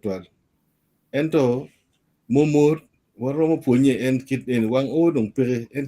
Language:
Acoli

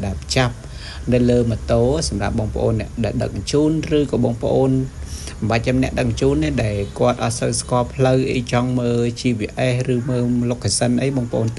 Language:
Khmer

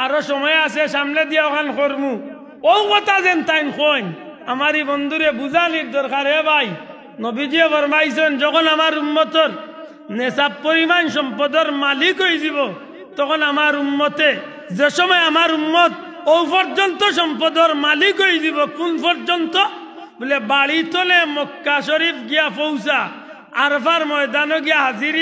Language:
Sylheti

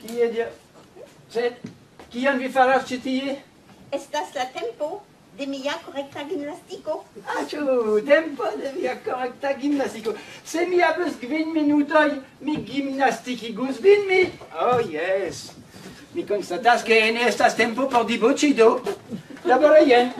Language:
Esperanto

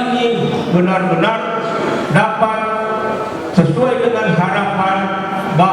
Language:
Nias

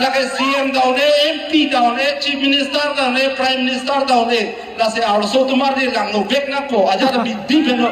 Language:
Karbi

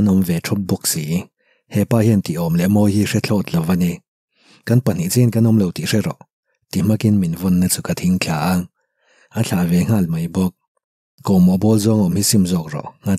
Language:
Mizo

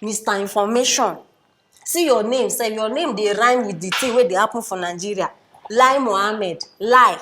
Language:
Nigerian Pidgin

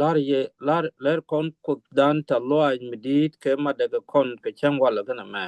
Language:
Nuer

